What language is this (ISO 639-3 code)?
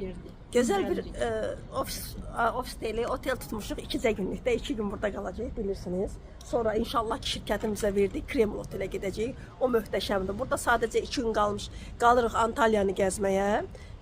aze